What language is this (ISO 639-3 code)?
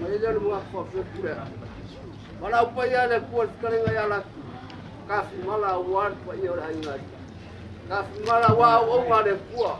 smo